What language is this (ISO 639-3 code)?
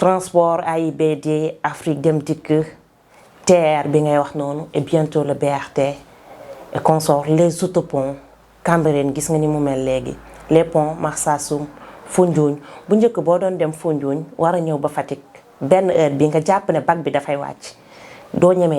wol